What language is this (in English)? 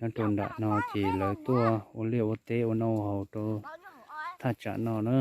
Hmong